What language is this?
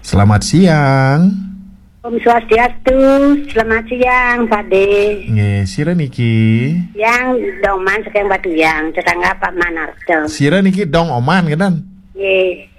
Balinese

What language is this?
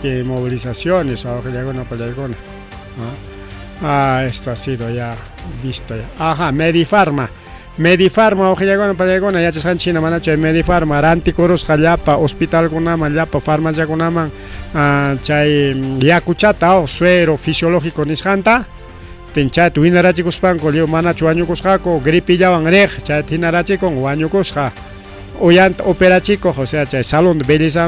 Ayacucho Quechua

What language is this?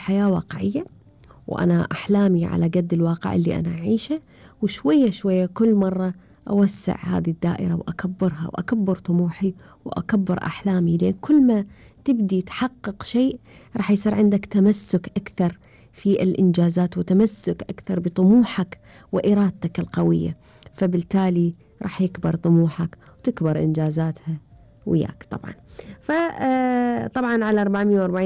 Gulf Arabic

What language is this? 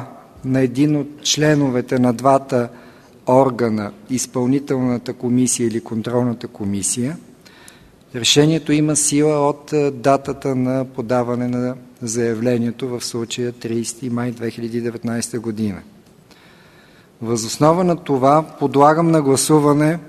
Bulgarian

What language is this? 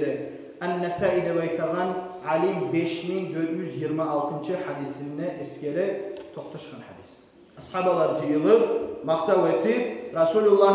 Kumyk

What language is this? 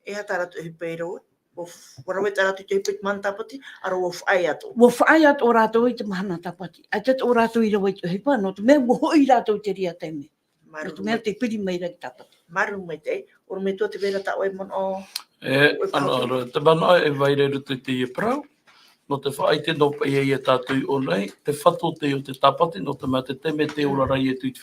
Tahitian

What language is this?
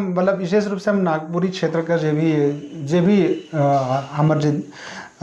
Sadri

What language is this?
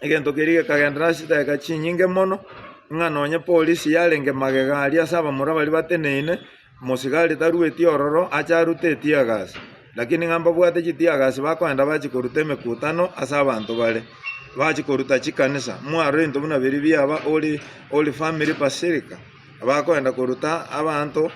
Gusii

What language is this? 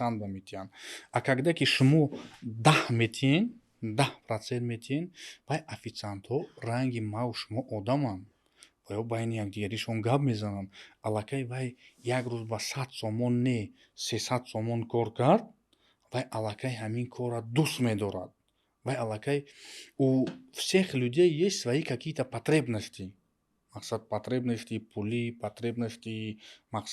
Tajik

